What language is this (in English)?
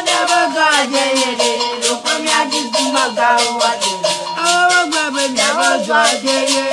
Ewe